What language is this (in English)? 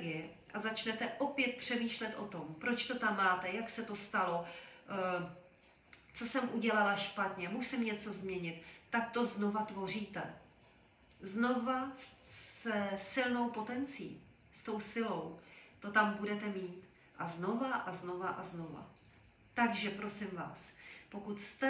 Czech